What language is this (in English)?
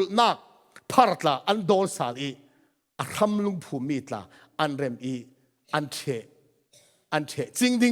Falam Chin